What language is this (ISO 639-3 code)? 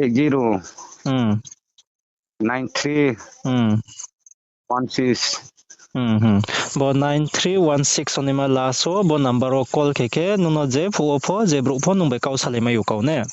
ria